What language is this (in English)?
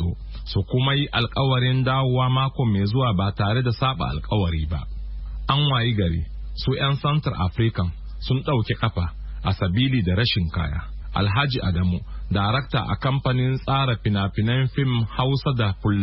Hausa